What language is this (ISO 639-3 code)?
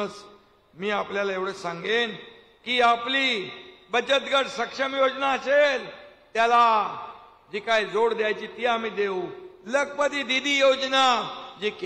mar